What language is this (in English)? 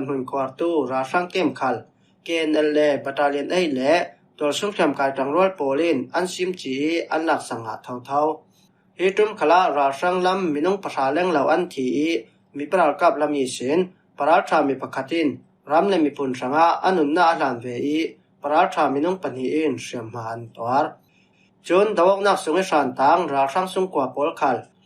Falam Chin